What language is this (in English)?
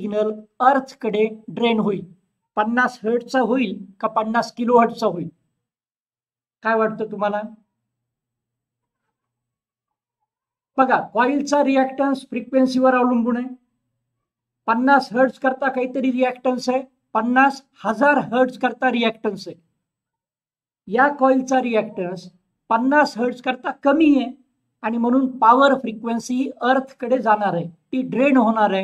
Marathi